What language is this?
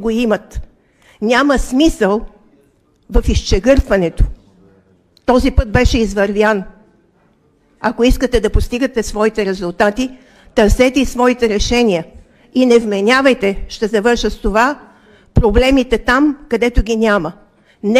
Bulgarian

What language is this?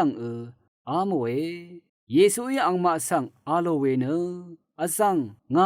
Rawang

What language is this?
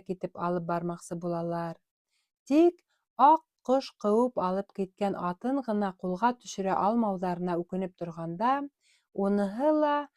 Bashkir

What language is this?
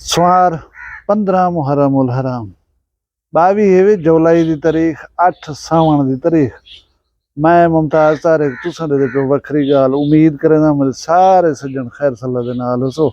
Saraiki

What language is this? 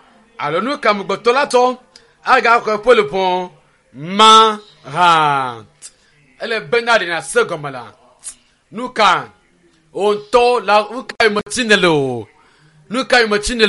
Ewe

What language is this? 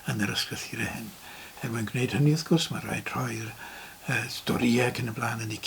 Welsh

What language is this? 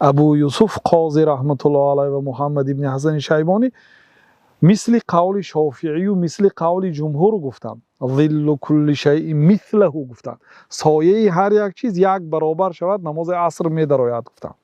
Tajik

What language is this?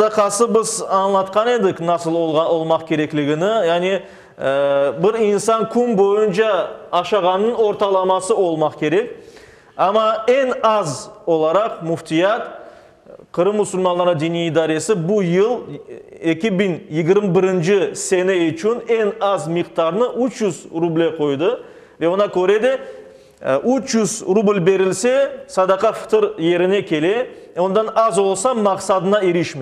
Crimean Tatar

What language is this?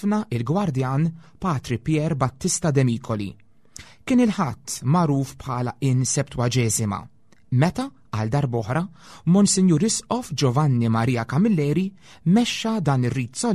Maltese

